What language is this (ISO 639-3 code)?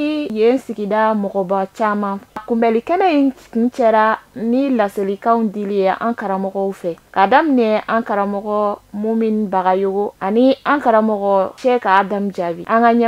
bam